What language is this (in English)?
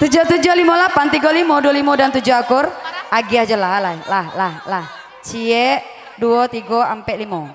Minangkabau